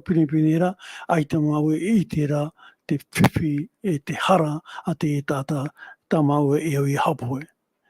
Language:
Tahitian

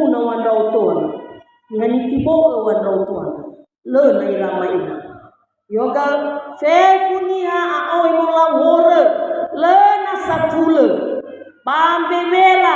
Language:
Nias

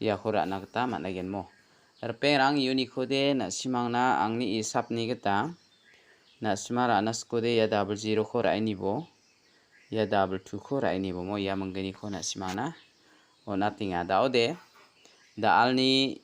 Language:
Garo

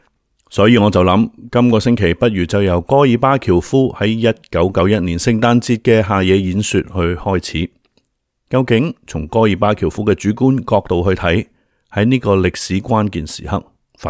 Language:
Cantonese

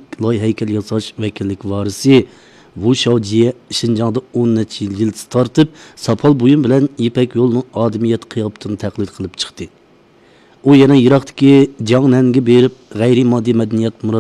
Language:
Uyghur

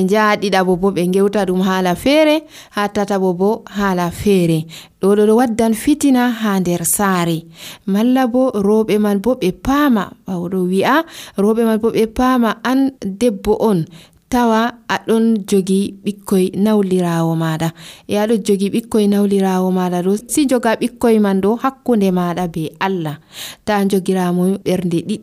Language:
Nigerian Fulfulde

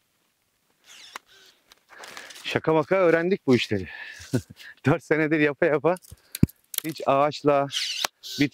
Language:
Turkish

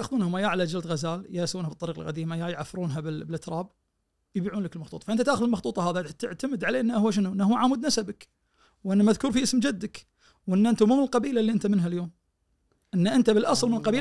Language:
Najdi Arabic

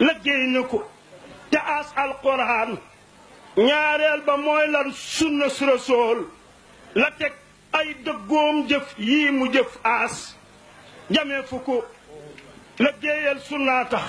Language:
Wolof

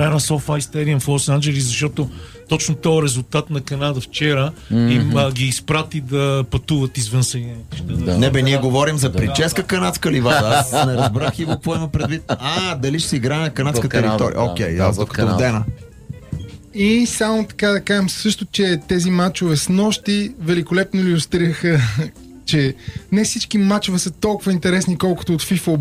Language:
Bulgarian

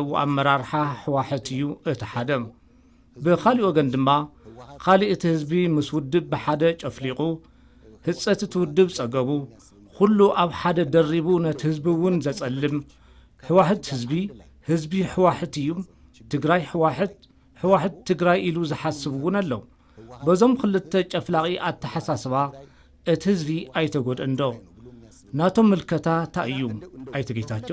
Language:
Tigrinya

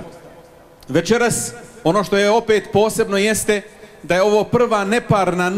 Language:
Bosnian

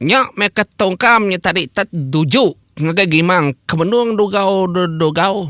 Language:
Iban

